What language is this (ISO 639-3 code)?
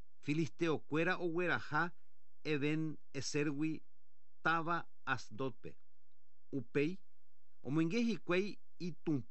grn